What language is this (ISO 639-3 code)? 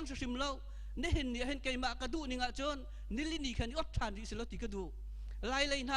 cnh